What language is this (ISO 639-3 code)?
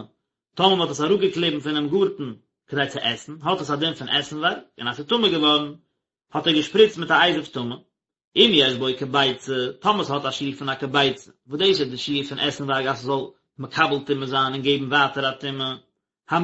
yid